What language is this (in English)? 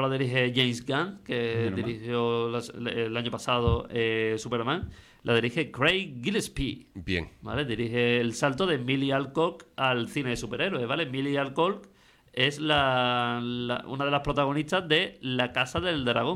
Spanish